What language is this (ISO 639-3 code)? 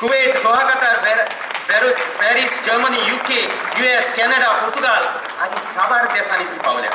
kok